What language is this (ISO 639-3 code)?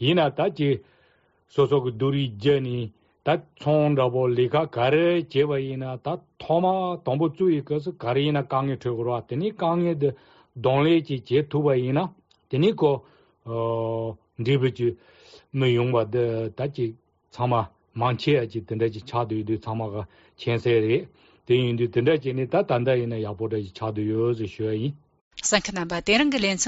lav